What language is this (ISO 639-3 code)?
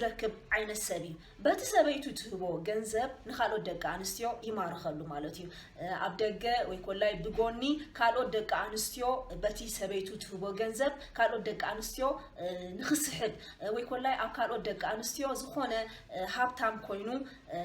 tir